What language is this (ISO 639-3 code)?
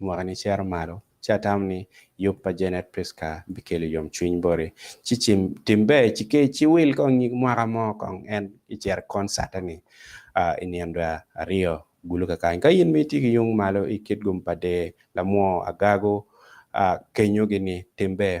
ach